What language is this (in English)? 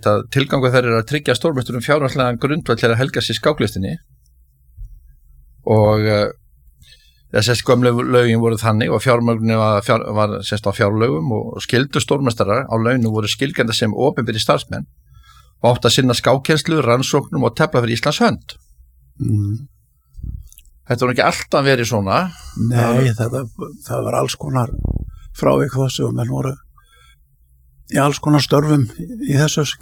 Icelandic